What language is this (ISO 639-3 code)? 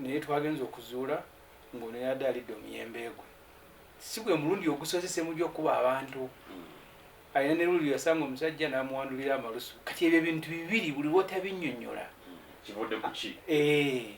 lug